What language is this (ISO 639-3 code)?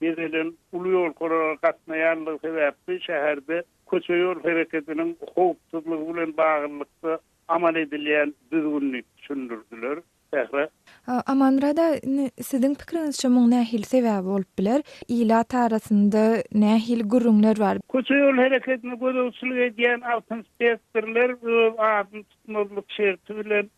tuk